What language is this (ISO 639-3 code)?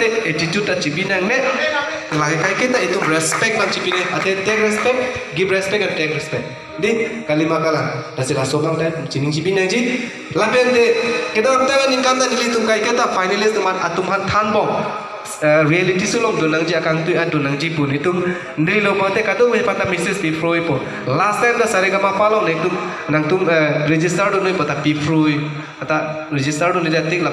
mjw